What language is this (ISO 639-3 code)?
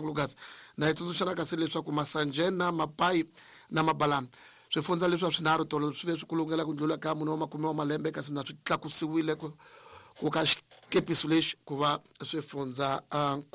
tso